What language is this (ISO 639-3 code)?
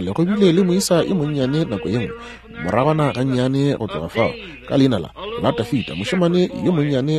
nso